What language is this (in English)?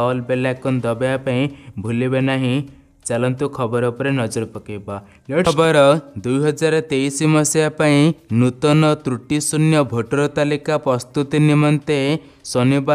Odia